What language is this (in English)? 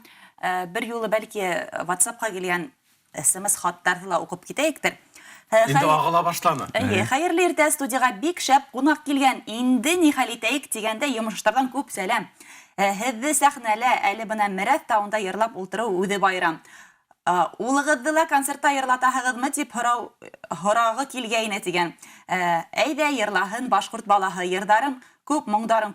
Bashkir